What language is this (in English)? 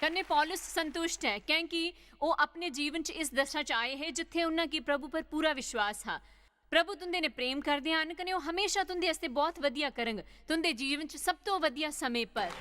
Dogri